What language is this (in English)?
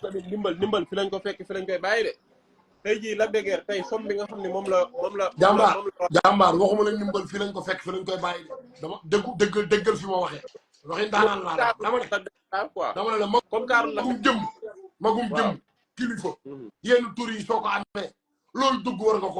Wolof